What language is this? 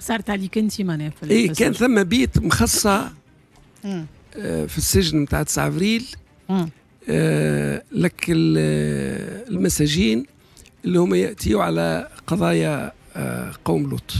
Tunisian Arabic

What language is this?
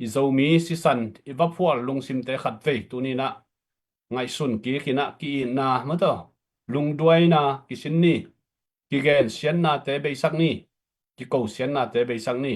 Tedim Chin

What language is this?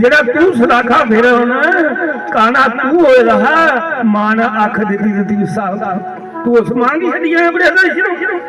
Dogri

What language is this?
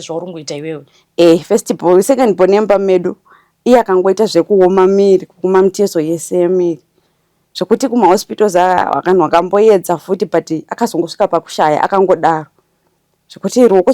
Shona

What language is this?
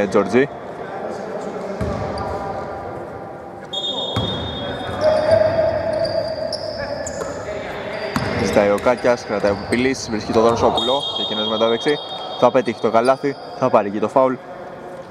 Greek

